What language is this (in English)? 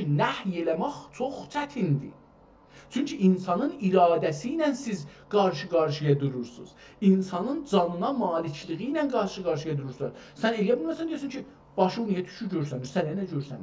South Azerbaijani